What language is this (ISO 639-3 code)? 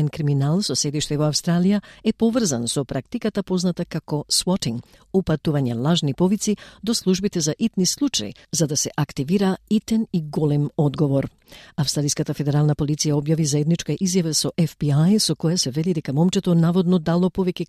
mkd